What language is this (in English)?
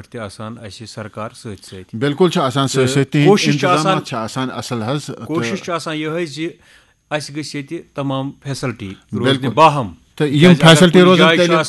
Kashmiri